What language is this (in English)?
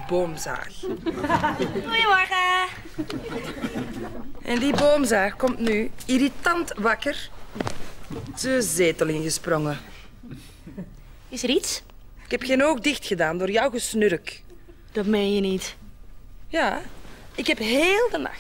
Dutch